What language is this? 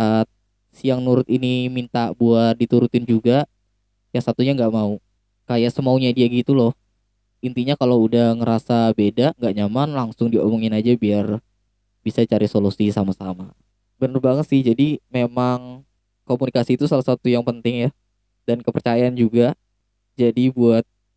Indonesian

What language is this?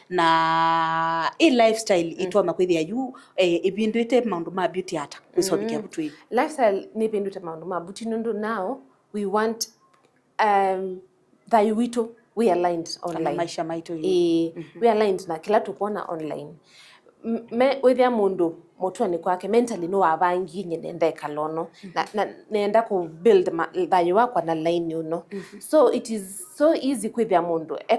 Kamba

